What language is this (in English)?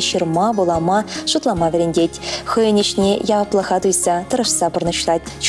Chuvash